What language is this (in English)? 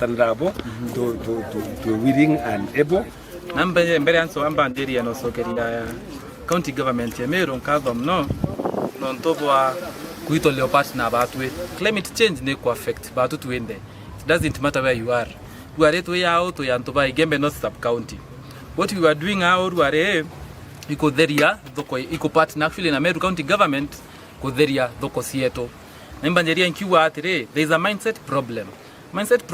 Meru